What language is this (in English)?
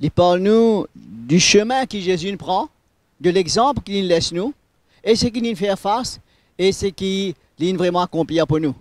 Morisyen